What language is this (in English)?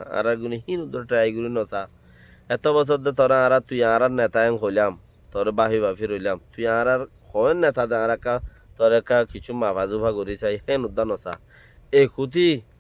Rohingya